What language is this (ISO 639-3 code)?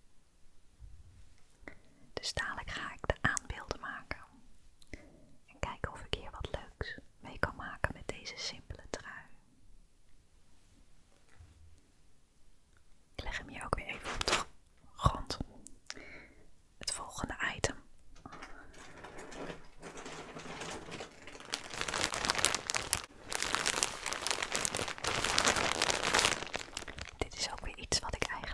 nld